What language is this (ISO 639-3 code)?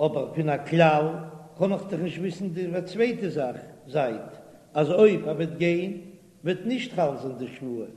yid